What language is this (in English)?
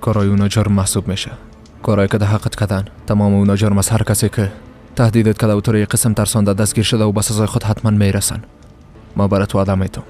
Persian